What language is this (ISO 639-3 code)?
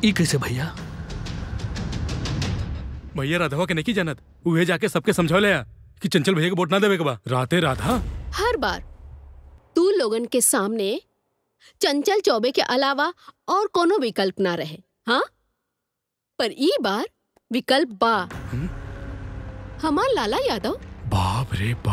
bho